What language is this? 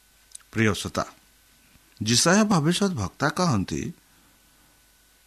Odia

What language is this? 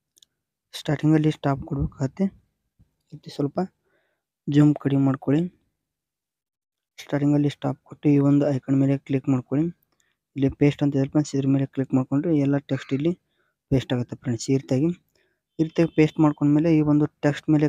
Kannada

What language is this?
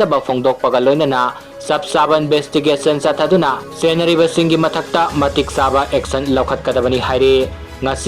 Manipuri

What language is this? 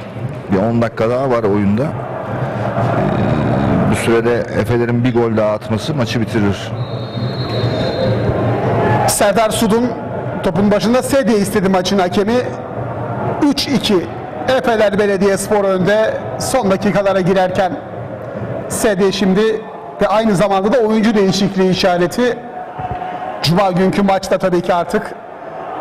Turkish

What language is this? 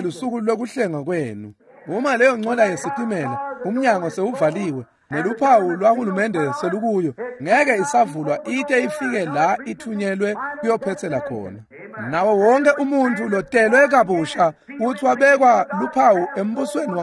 Swati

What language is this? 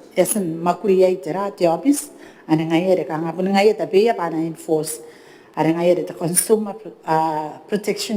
Gilbertese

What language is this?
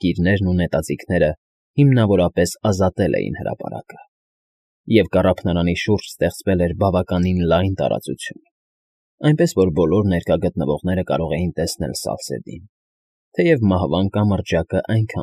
Armenian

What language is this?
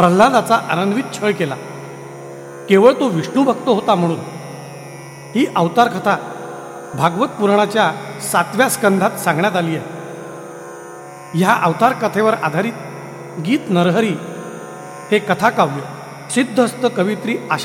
Marathi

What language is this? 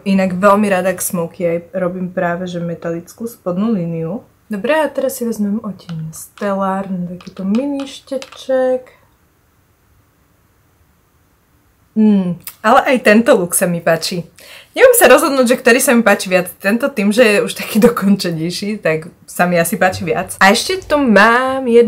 Slovak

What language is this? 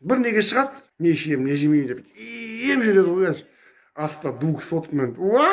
Kazakh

